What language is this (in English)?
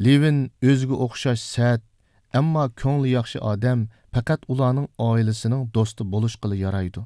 Uyghur